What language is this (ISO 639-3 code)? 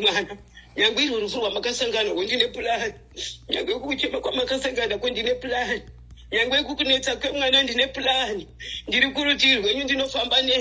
sna